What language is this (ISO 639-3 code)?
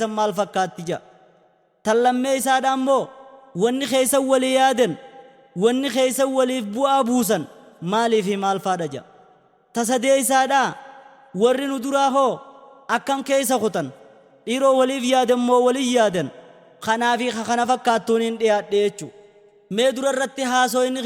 orm